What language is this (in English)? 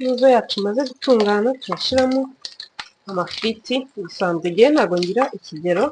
Kinyarwanda